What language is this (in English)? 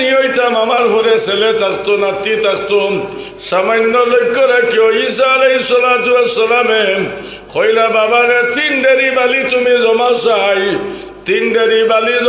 Sylheti